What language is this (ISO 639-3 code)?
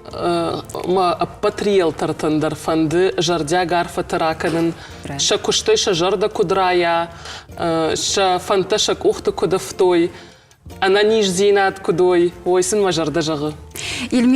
oss